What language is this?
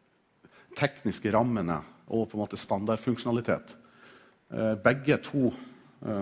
Norwegian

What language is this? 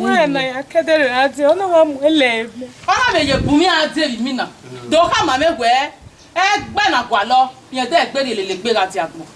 Bini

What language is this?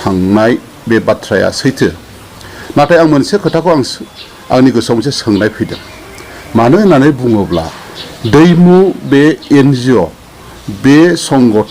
Bodo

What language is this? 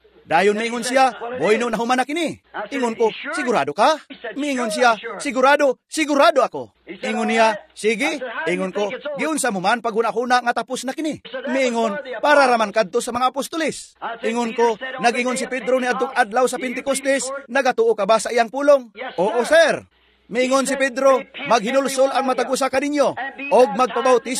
Cebuano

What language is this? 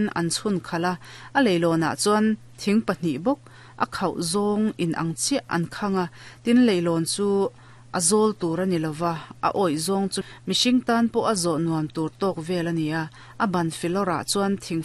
Mizo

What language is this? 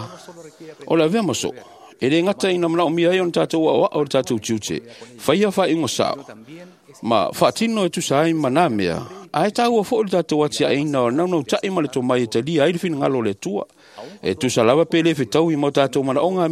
Samoan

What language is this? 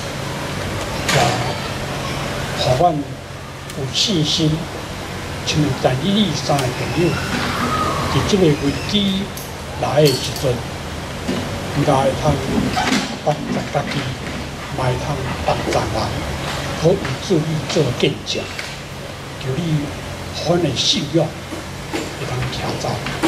Min Nan Chinese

